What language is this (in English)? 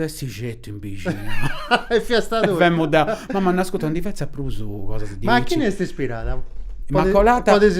Sardinian